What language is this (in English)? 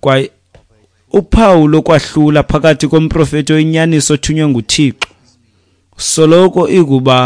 Xhosa